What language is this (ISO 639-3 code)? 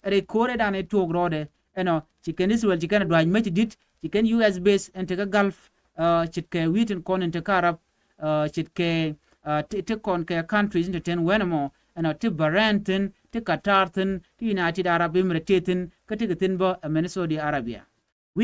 nus